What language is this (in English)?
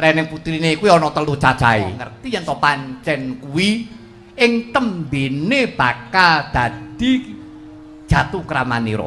Javanese